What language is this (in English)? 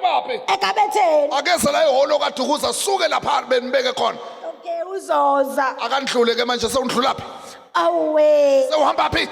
Zulu